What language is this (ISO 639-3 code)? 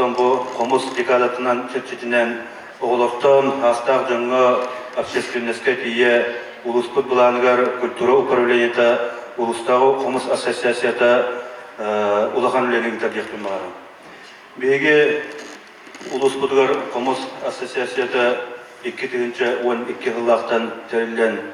sah